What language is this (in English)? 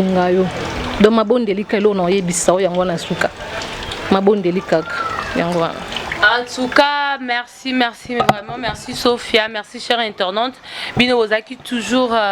Lingala